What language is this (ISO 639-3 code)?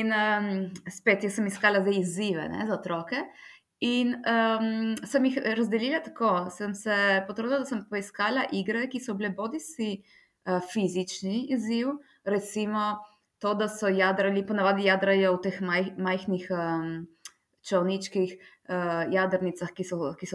slv